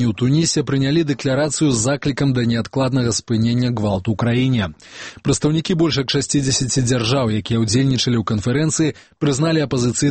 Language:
Belarusian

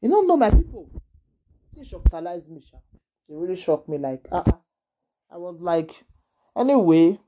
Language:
Nigerian Pidgin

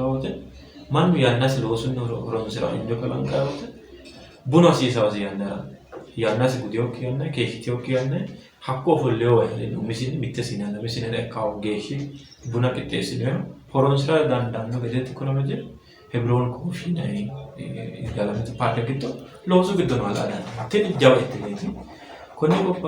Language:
Sidamo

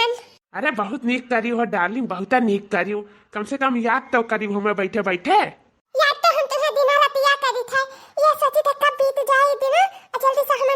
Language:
Awadhi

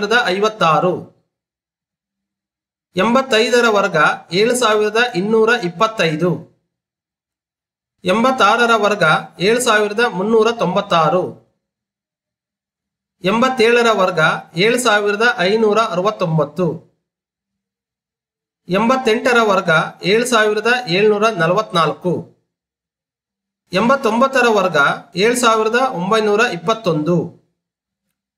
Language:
Kannada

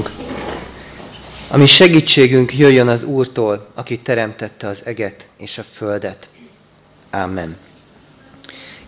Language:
Hungarian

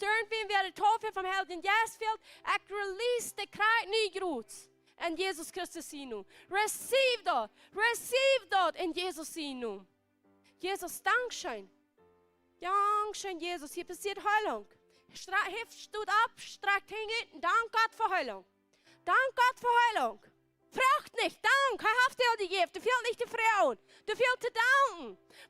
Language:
Plautdietsch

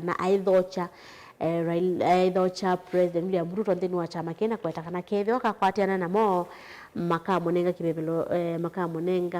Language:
Kamba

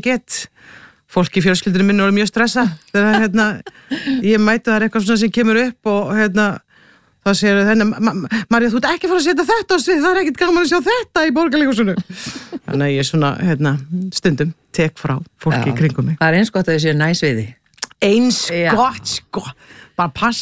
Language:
Icelandic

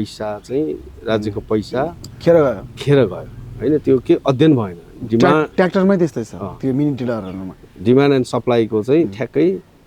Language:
Nepali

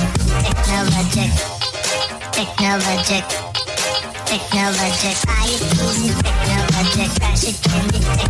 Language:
English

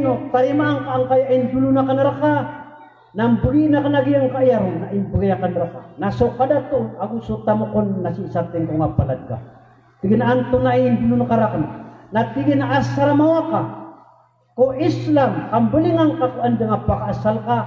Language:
Maranao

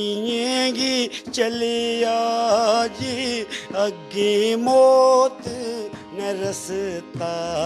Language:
Dogri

